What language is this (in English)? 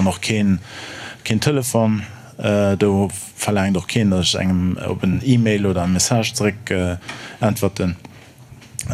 Luxembourgish